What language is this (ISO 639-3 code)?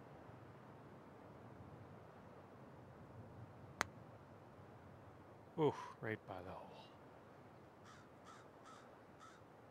eng